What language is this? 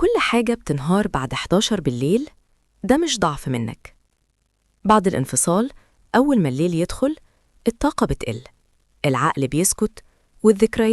Egyptian Arabic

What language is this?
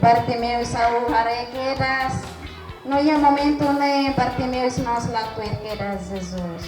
Tetum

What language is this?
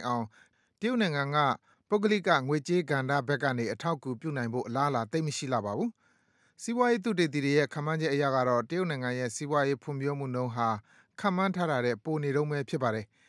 Burmese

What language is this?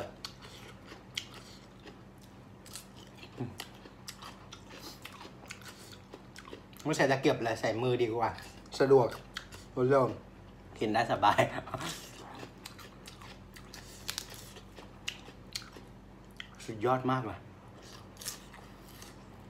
Thai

